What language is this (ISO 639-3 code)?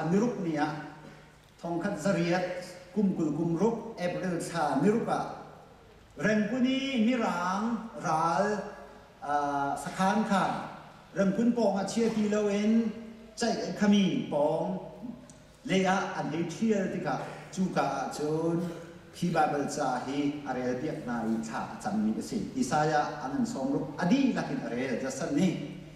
cnh